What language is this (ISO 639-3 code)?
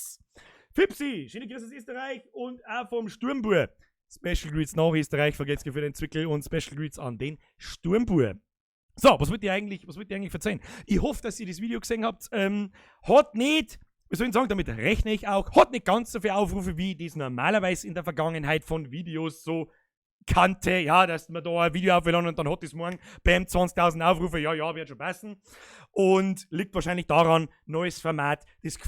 bar